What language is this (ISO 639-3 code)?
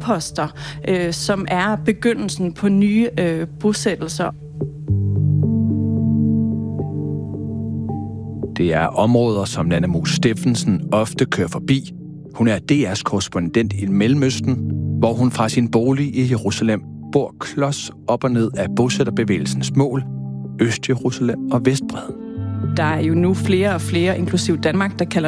dan